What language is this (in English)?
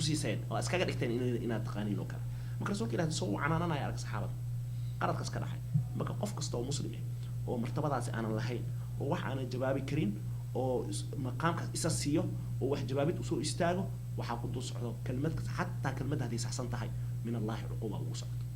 Somali